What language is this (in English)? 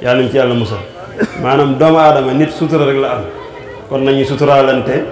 Wolof